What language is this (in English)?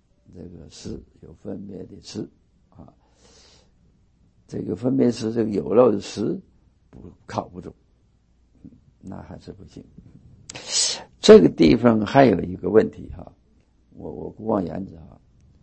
Chinese